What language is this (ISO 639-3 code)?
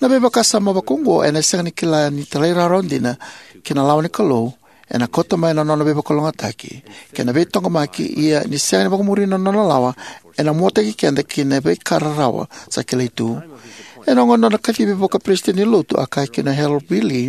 fij